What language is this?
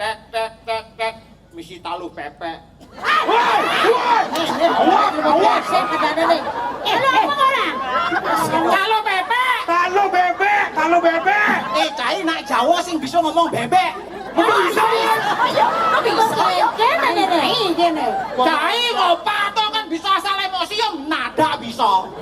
Balinese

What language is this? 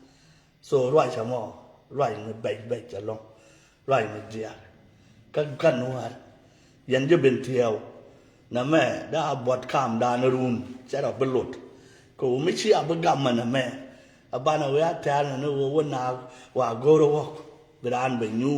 Nuer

